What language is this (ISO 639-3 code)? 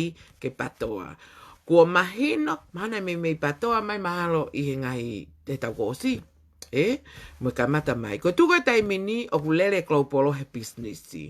ton